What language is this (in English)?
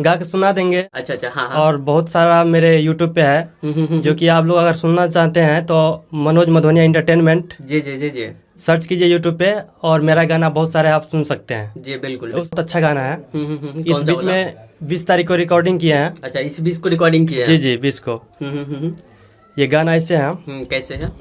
Maithili